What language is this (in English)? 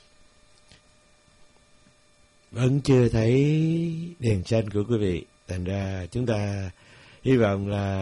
Vietnamese